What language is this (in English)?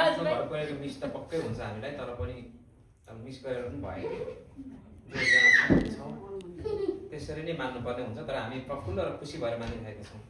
Nepali